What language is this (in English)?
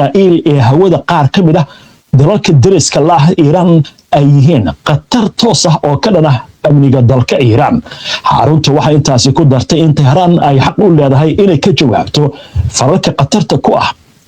Somali